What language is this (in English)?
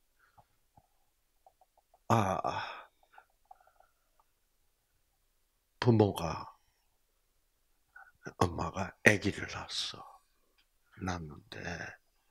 Korean